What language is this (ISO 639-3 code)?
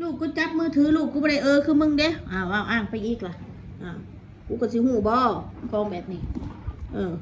tts